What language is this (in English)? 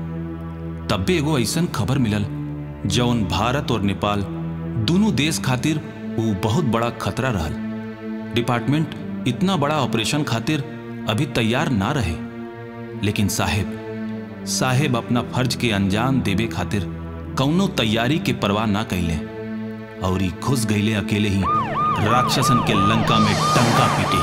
Bhojpuri